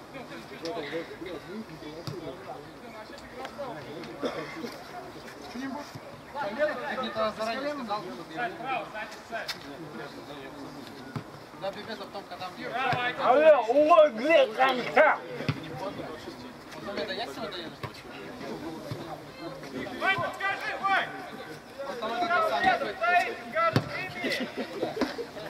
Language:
Russian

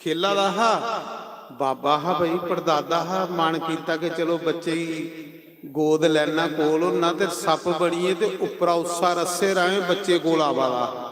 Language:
Dogri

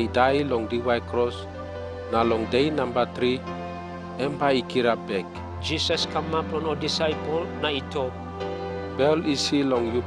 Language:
Tok Pisin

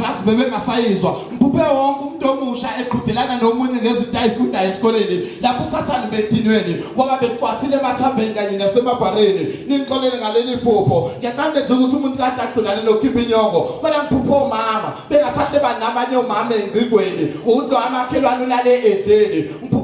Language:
Zulu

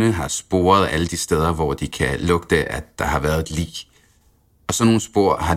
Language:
Danish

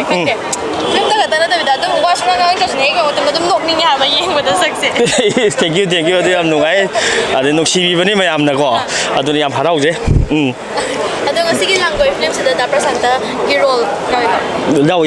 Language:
Manipuri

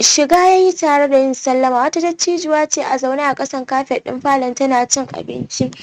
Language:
Hausa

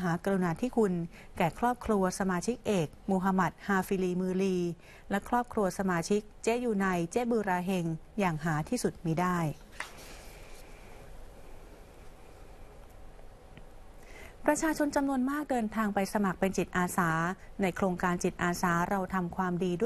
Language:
Thai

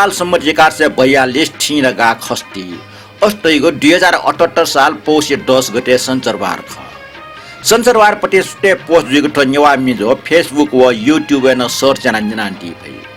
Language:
Newari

